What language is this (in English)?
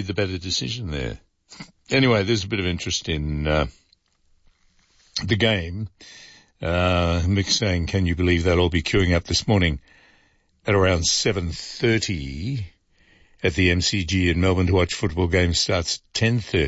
English